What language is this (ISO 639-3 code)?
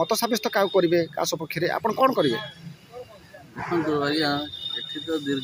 ori